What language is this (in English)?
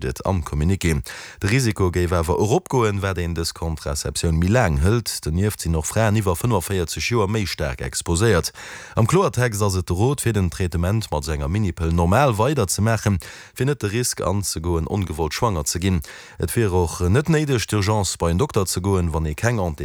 Luxembourgish